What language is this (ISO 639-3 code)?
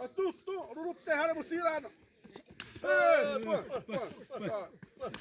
xav